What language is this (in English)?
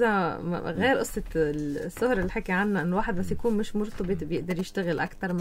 North Levantine Arabic